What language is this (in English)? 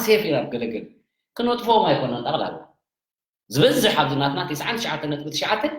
Tigrinya